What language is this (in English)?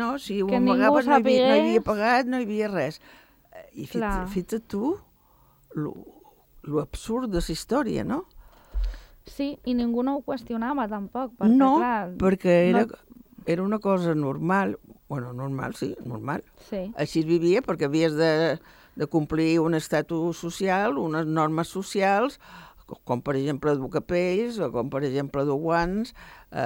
Catalan